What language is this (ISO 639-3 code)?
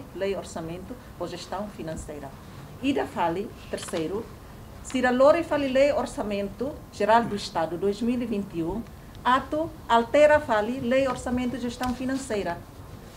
tet